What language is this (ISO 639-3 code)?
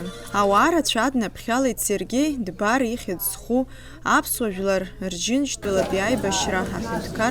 abk